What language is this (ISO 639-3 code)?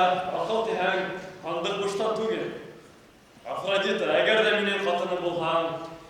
bak